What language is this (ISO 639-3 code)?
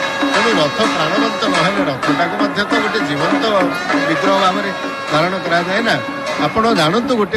ori